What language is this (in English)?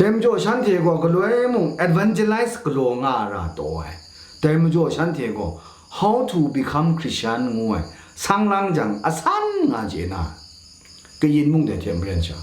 Kachin